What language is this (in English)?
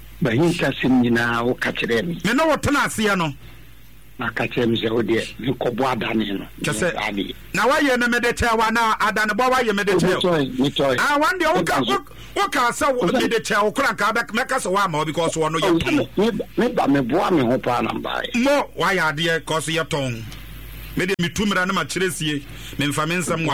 Akan